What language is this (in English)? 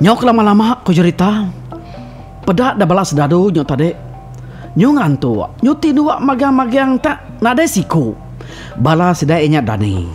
Iban